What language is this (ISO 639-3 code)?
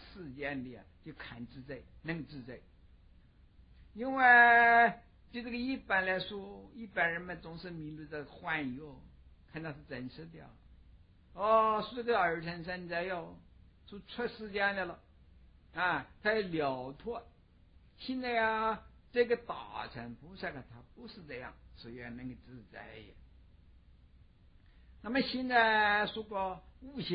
zho